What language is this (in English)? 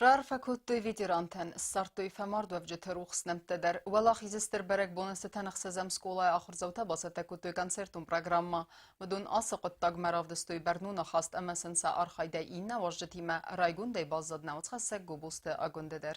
Ossetic